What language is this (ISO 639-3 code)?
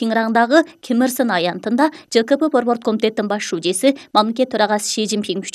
kir